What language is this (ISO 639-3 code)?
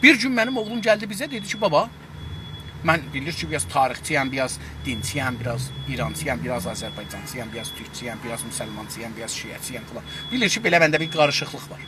azb